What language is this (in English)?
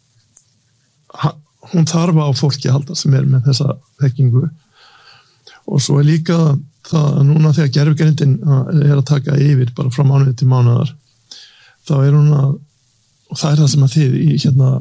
Icelandic